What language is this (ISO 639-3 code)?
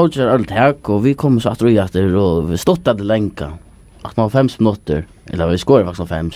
fao